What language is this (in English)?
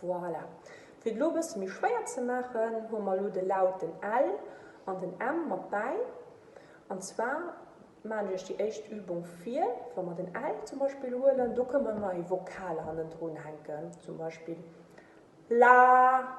Luxembourgish